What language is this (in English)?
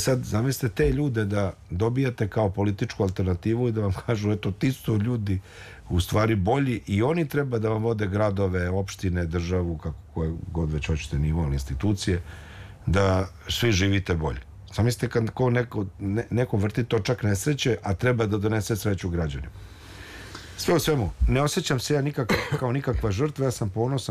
Serbian